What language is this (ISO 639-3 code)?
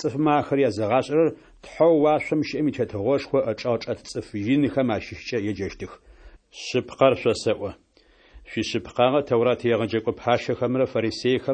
kbd